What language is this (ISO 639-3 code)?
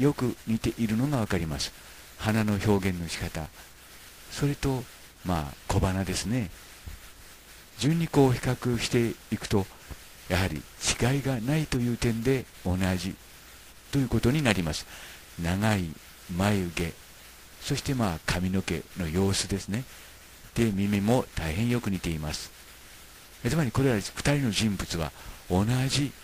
jpn